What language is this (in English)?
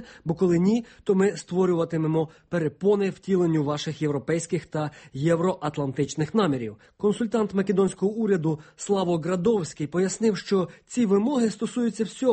Ukrainian